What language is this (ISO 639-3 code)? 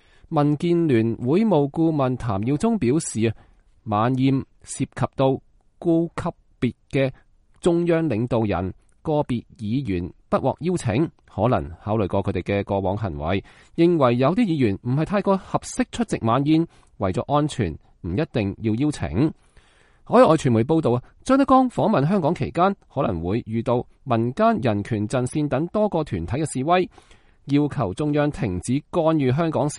yue